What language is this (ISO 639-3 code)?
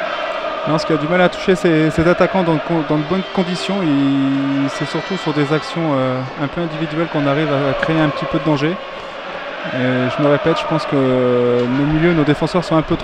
fra